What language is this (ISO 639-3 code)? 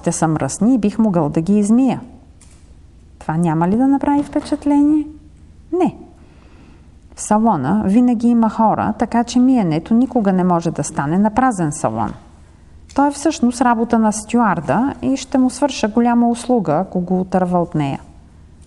bul